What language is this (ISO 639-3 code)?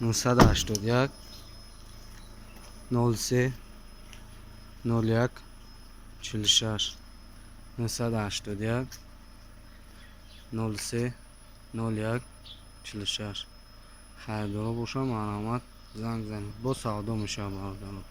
tgk